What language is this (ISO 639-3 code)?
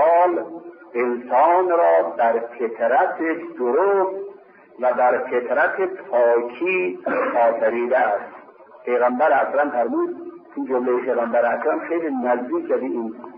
fas